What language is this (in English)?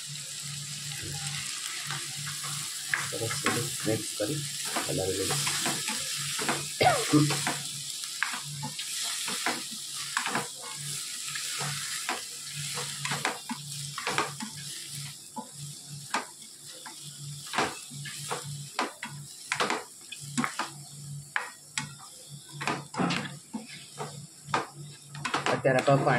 Gujarati